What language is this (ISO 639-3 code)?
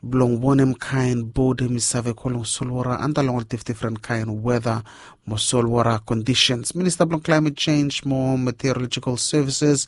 bis